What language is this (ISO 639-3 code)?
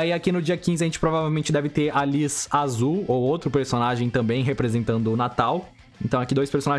por